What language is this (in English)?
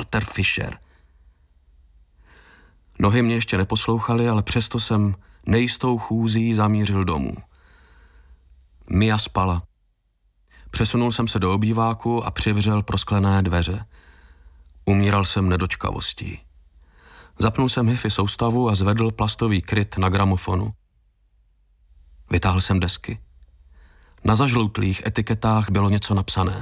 Czech